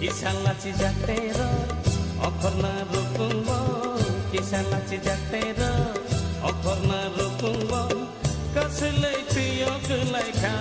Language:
Kok Borok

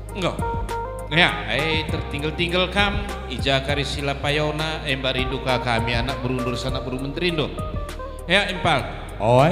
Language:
Batak Karo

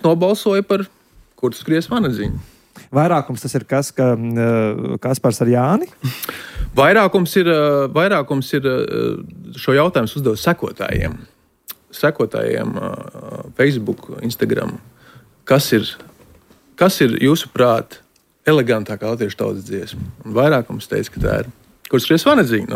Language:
Latvian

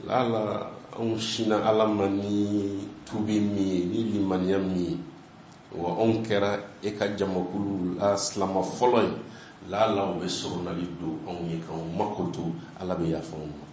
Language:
Bambara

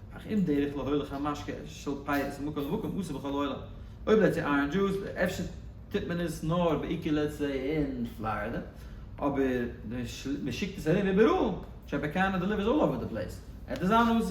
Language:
Yiddish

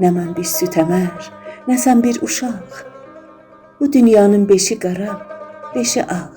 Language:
South Azerbaijani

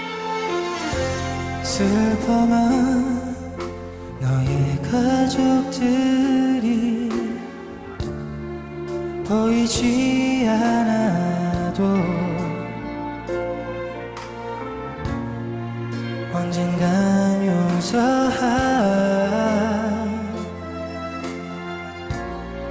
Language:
Korean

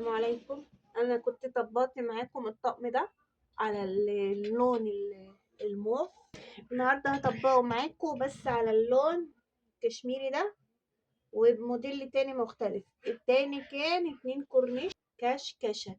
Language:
Egyptian Arabic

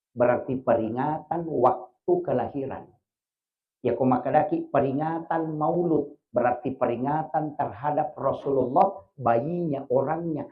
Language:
Buginese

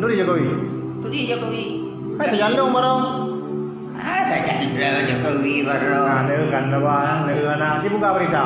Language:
Achinese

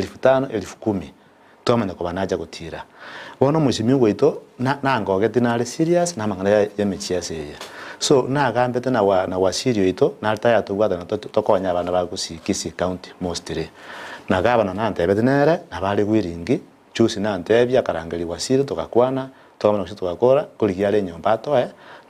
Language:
Gusii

